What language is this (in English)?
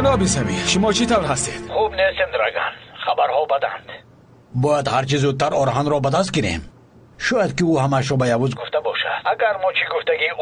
Tajik